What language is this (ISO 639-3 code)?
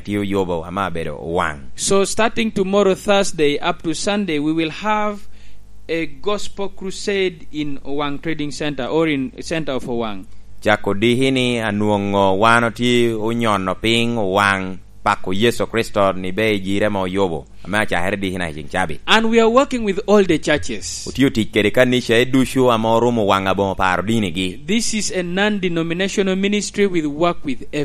laj